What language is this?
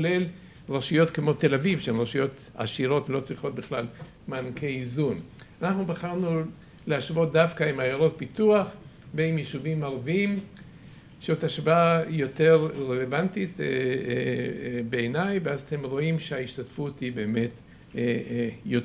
Hebrew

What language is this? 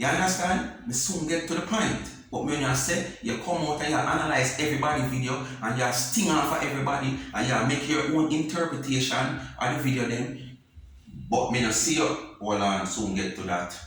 Jamaican Creole English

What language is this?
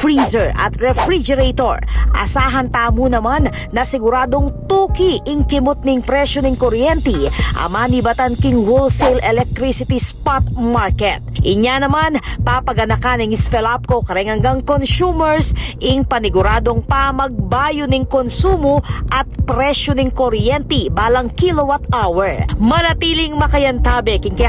Pampanga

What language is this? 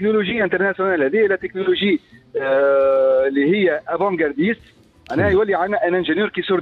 Tunisian Arabic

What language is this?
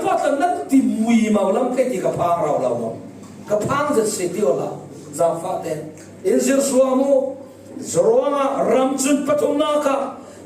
Falam Chin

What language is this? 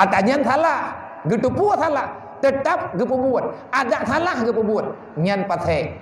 Achinese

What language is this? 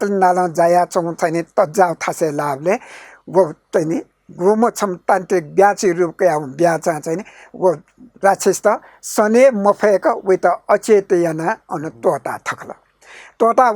Newari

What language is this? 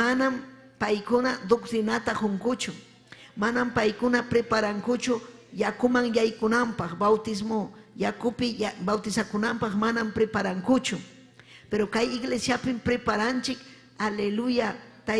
Ayacucho Quechua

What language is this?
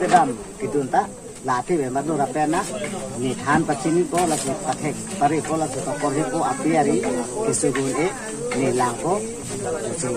Karbi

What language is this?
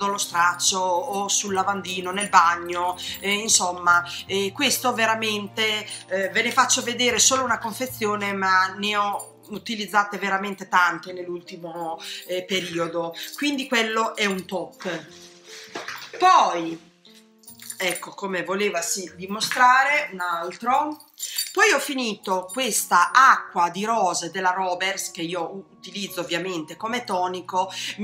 Italian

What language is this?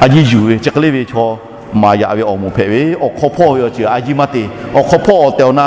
Lahu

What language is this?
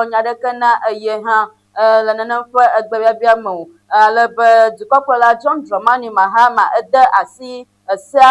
Ewe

